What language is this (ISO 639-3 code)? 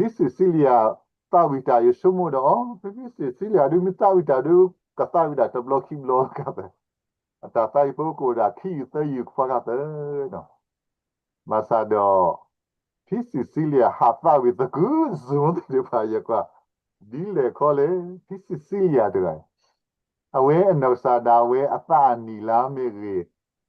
ksw